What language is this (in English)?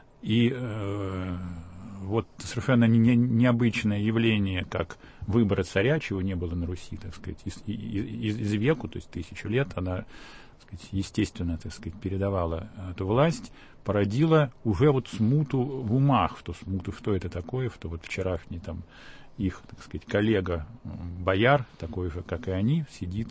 Russian